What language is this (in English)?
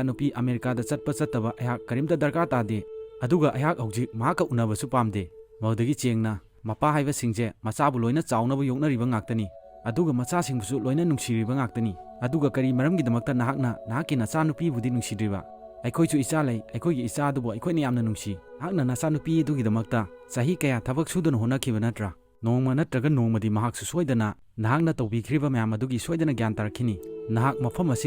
Manipuri